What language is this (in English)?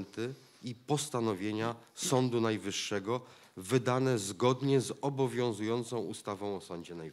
Polish